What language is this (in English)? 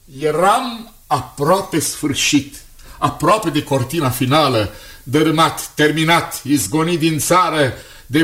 Romanian